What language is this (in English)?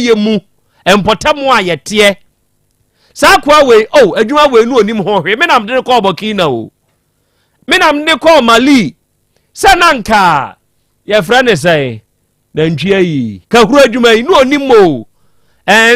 Akan